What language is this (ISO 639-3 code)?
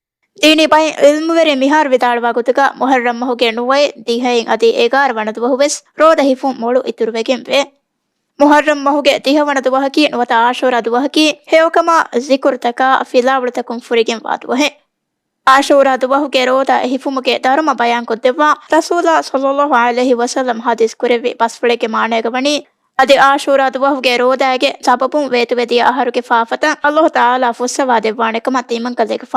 div